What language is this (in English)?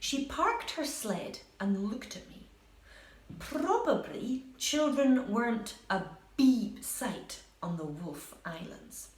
Scottish Gaelic